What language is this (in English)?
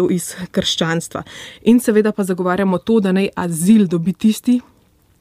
Slovenian